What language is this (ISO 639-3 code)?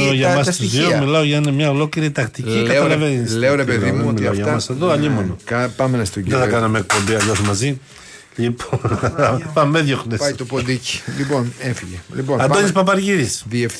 ell